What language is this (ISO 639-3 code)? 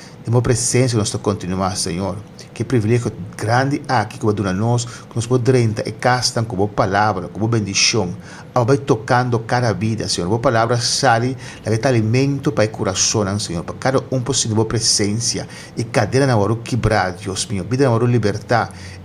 pap